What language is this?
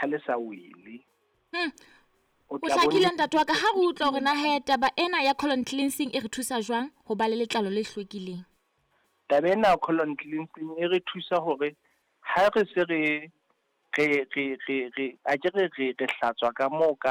Southern Sotho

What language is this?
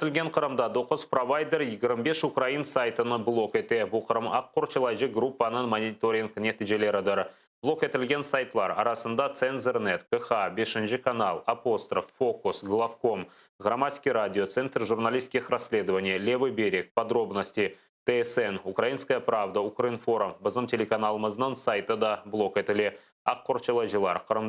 Crimean Tatar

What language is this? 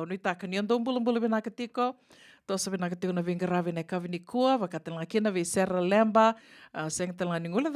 Fijian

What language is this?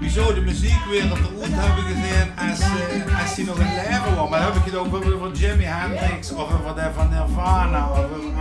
Limburgish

